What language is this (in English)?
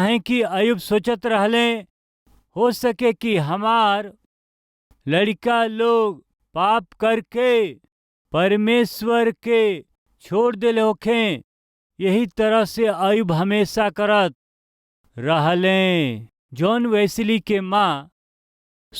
Bhojpuri